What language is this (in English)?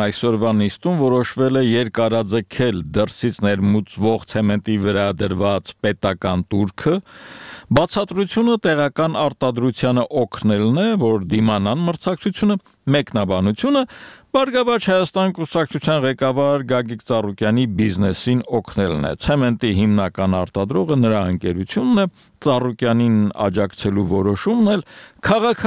Armenian